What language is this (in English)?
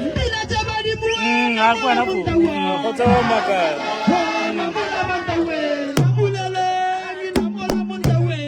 Northern Sotho